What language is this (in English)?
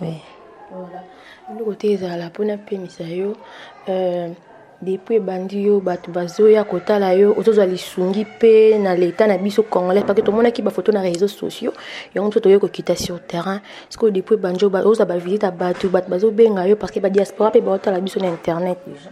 Lingala